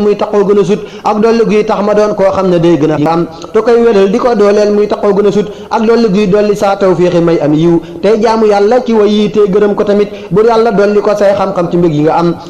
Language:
Wolof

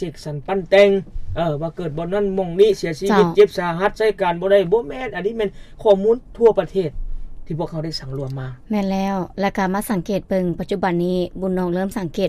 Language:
Lao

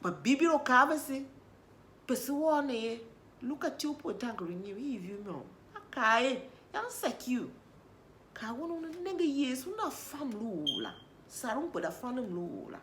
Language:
Tiv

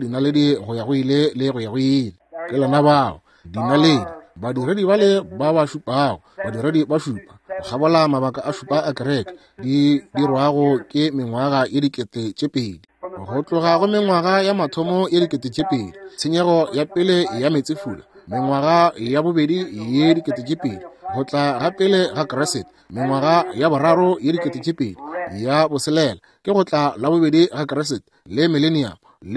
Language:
Northern Sotho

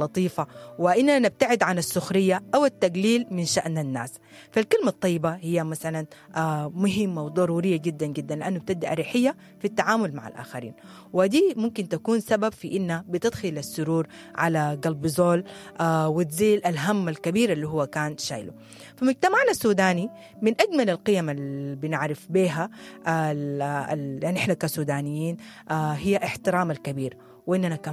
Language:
Sudanese Arabic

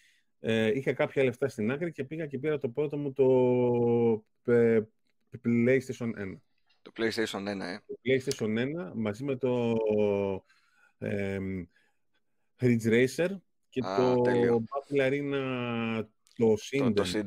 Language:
Greek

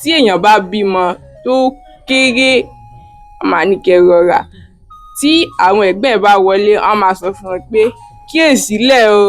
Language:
Yoruba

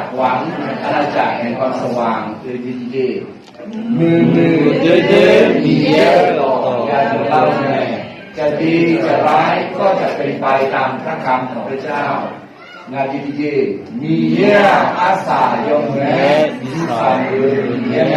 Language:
Akha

